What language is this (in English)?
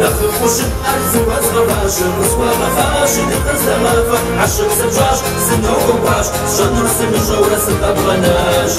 Kabardian